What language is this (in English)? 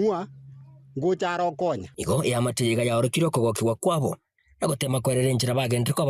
Gusii